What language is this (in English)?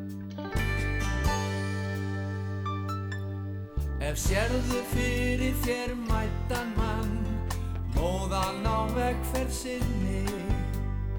Icelandic